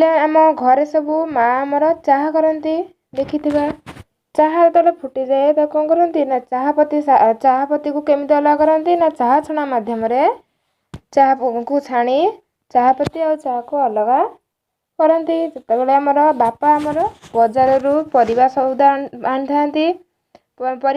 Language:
Odia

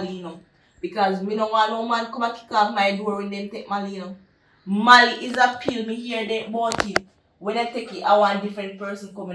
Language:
Jamaican Creole English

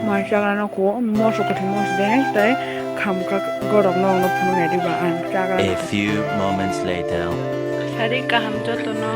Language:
Kok Borok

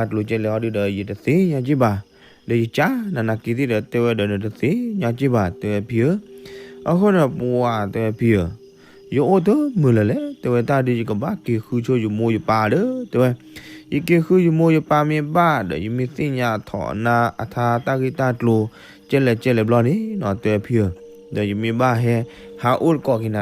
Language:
S'gaw Karen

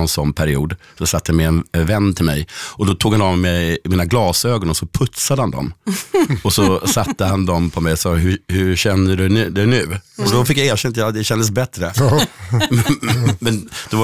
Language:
Swedish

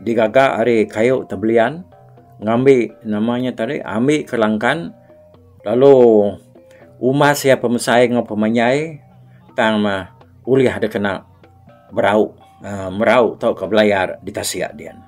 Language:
Iban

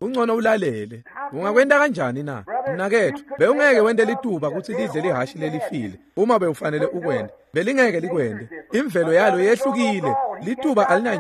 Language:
Swati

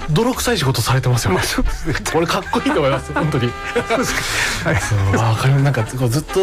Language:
Japanese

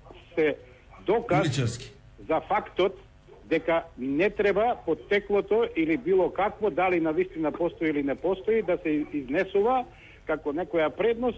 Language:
Macedonian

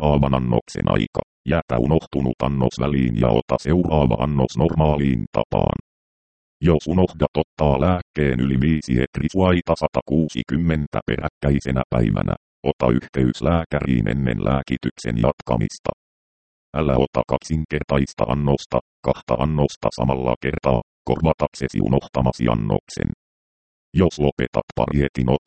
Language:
Finnish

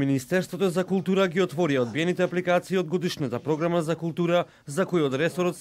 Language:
Macedonian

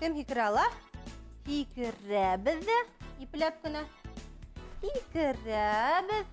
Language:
Bashkir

